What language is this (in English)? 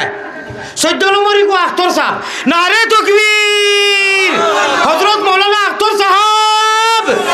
Sylheti